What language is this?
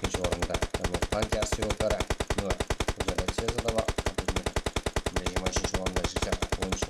Kara-Kalpak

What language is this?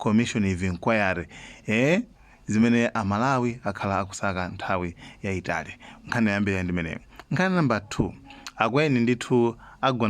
Nyanja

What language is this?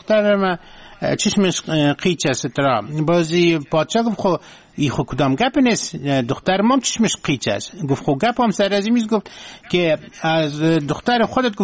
Persian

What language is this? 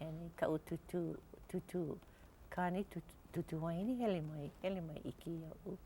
Hawaiian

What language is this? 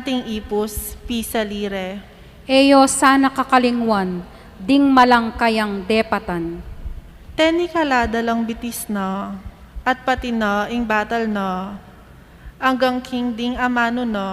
Pampanga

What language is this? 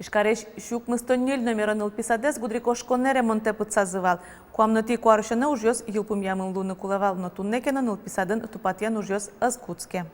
Udmurt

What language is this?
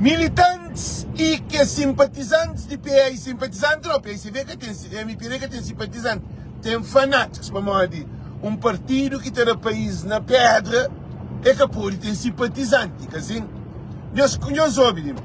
Kabuverdianu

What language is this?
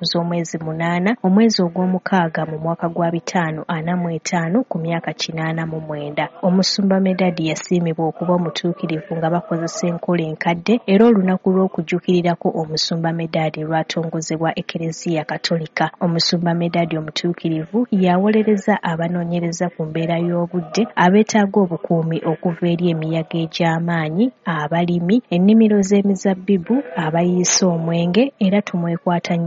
Ganda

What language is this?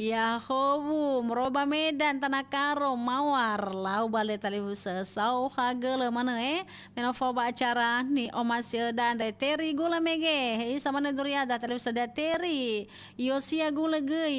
Nias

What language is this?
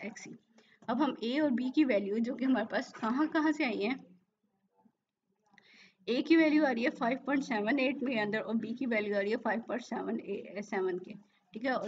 Hindi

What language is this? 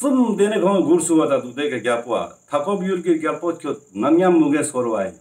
Ladakhi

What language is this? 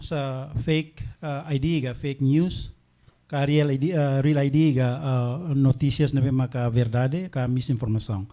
Tetum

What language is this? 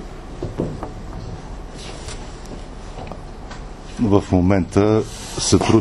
Bulgarian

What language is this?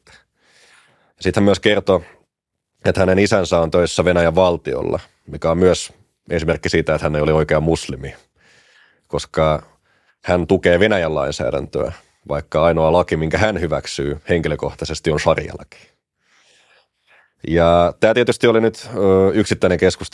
Finnish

